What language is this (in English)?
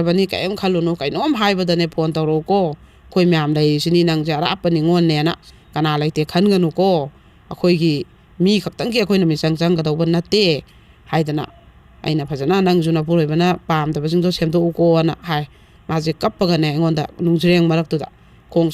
Manipuri